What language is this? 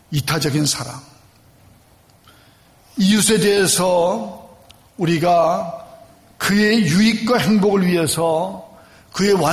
Korean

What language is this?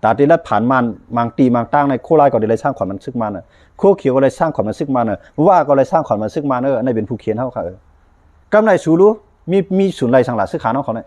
Shan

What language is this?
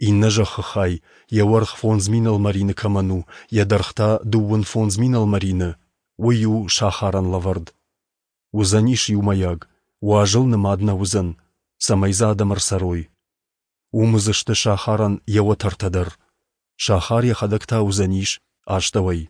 Ossetic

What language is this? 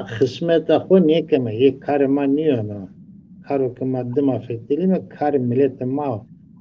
Zaza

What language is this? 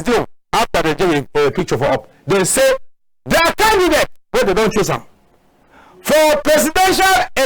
Cameroon Pidgin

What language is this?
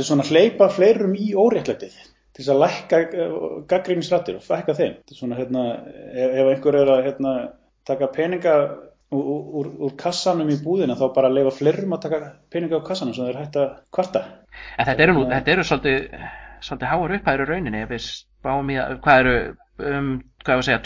Icelandic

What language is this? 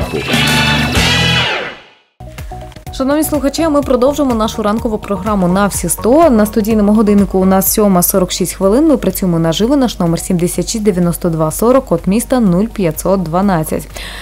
Ukrainian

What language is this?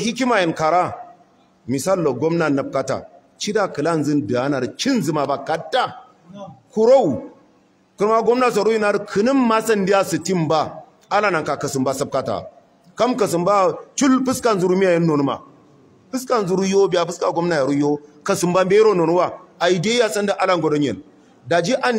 Hausa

